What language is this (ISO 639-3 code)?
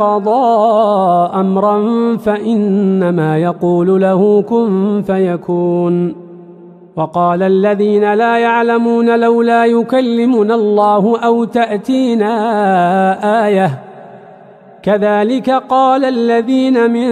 ara